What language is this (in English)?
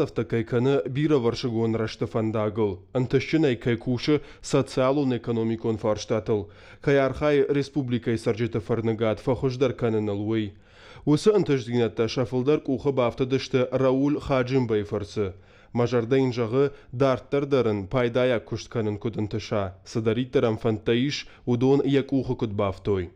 Ossetic